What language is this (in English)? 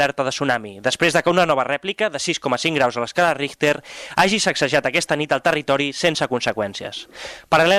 Catalan